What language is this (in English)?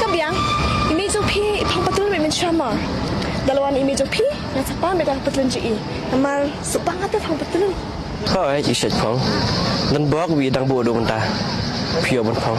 Khasi